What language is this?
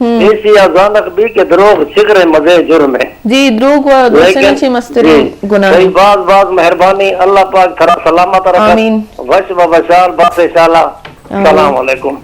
Eastern Balochi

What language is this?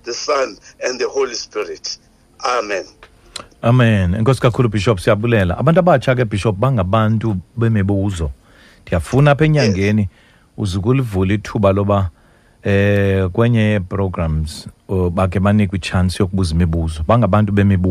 Xhosa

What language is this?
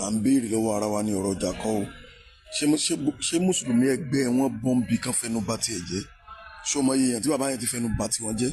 Yoruba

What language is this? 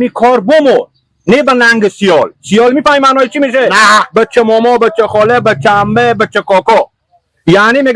Hazaragi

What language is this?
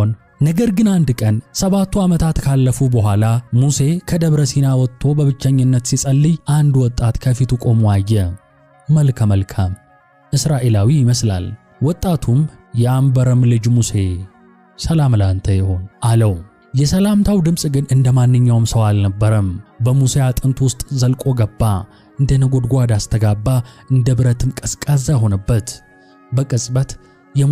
Amharic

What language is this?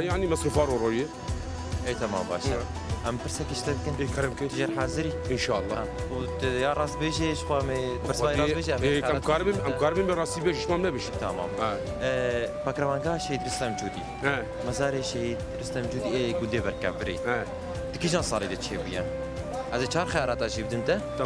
Kurdish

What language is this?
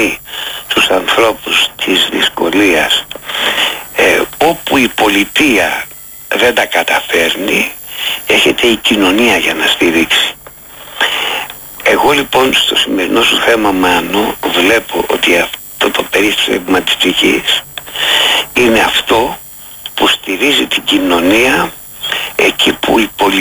Greek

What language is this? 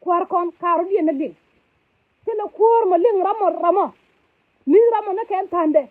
Nuer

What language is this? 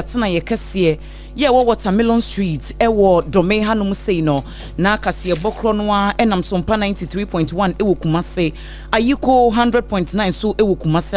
Akan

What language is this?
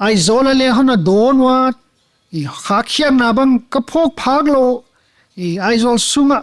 Paite Chin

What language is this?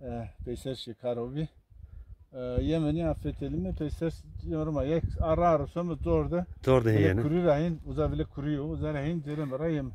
Zaza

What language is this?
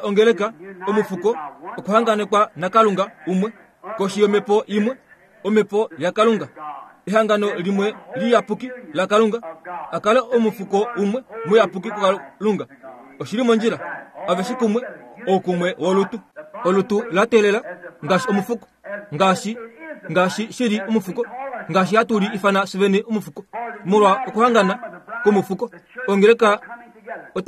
Kuanyama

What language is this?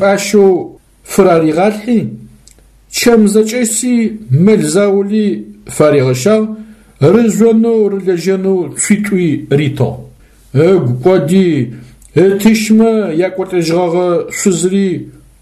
Adyghe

